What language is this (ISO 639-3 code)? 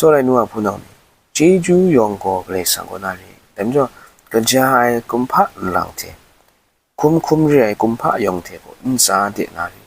kac